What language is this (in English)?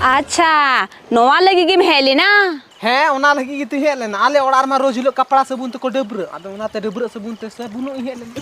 Santali